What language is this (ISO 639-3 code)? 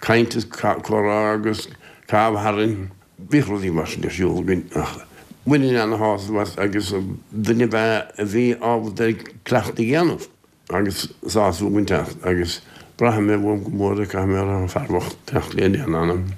gle